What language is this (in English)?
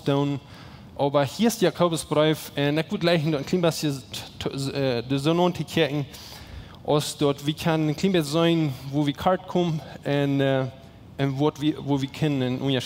Plautdietsch